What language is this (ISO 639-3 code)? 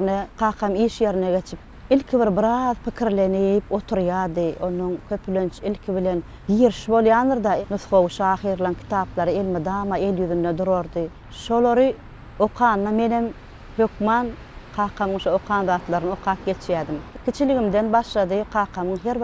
tuk